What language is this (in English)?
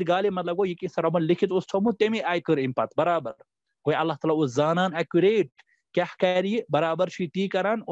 Kashmiri